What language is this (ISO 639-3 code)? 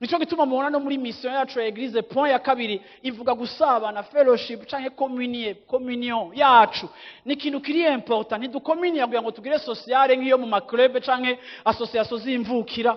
run